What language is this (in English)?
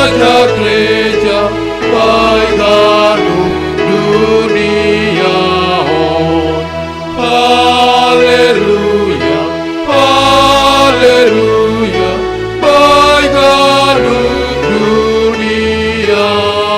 Batak Simalungun